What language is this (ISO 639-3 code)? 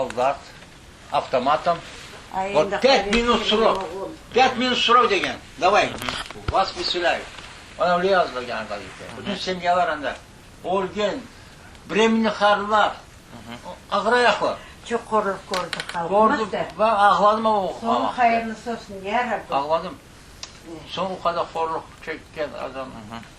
crh